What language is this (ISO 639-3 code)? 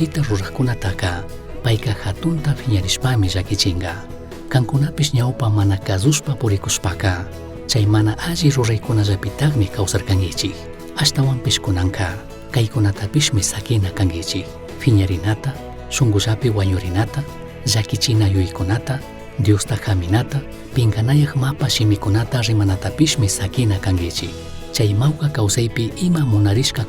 qug